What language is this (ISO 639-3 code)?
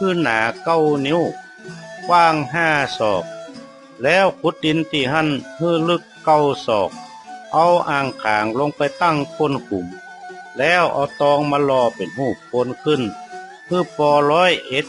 nod